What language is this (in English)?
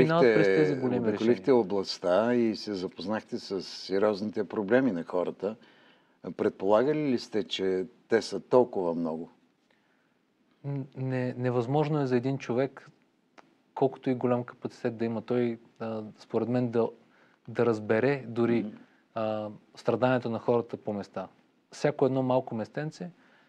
Bulgarian